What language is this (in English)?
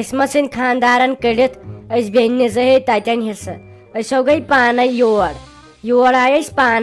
Kashmiri